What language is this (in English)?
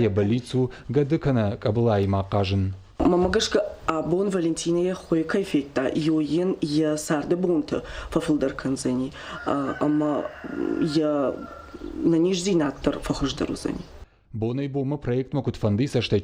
Ossetic